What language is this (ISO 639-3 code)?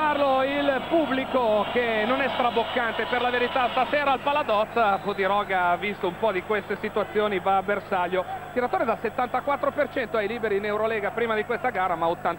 ita